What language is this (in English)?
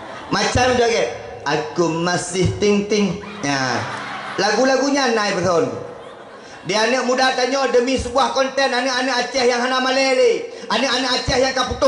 Achinese